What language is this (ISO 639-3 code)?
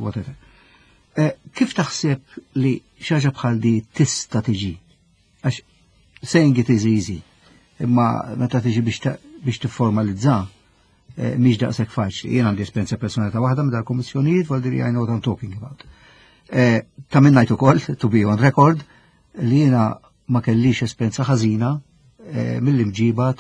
mlt